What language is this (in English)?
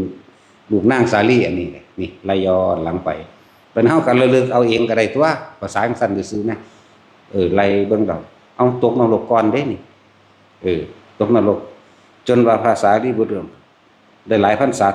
Northeastern Thai